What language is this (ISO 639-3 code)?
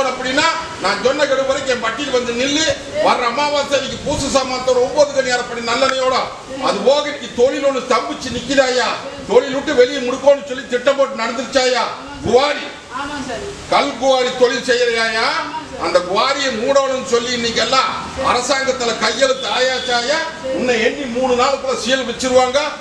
tam